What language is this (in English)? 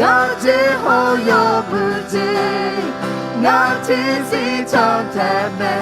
Akha